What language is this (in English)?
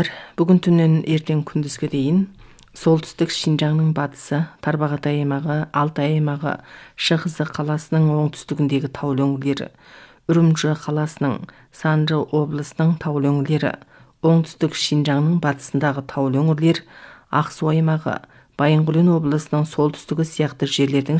Kazakh